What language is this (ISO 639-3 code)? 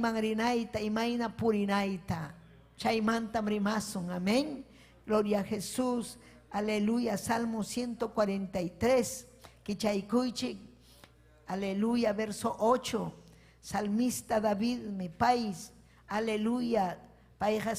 quy